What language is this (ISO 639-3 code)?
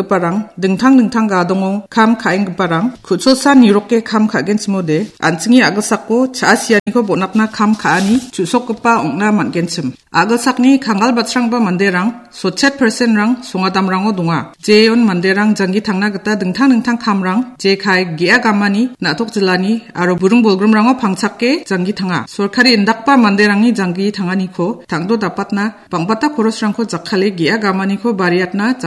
grt